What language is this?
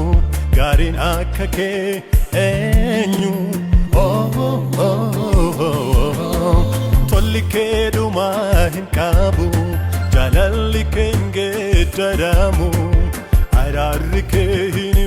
Oromo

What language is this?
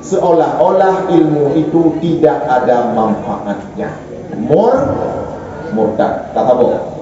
Achinese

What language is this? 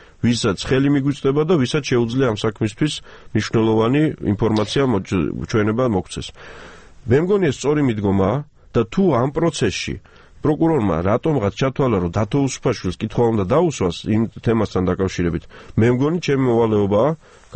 Georgian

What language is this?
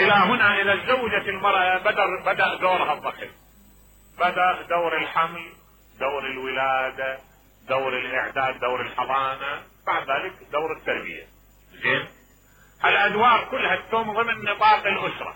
Mesopotamian Arabic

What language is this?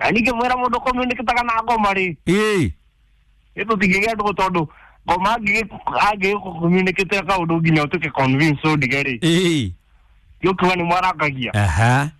Kikuyu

